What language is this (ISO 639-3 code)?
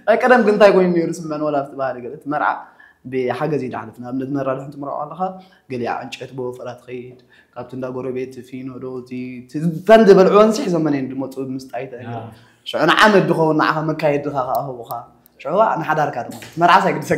tir